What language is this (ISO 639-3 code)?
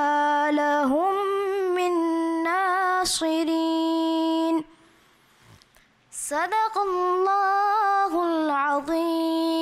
urd